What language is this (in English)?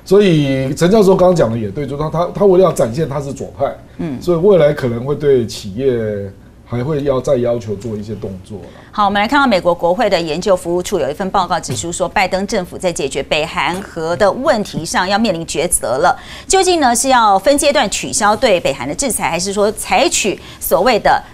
Chinese